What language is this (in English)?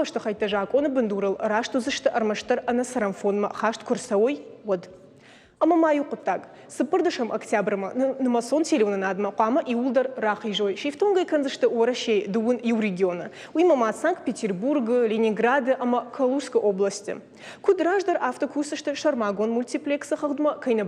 Ossetic